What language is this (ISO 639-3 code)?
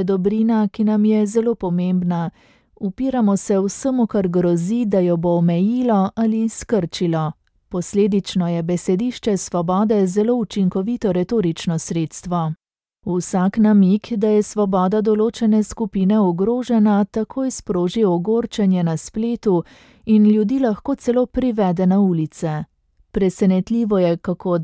slv